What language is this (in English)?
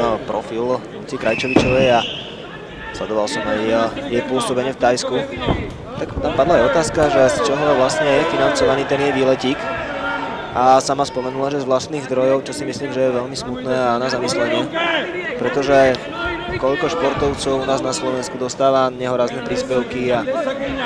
Slovak